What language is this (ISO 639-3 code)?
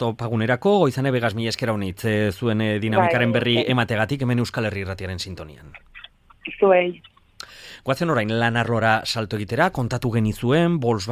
eus